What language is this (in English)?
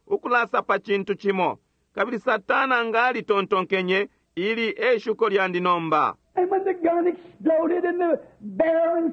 Bemba